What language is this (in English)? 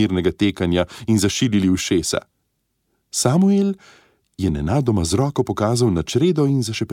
Slovenian